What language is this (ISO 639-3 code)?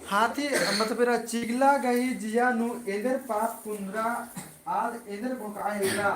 kru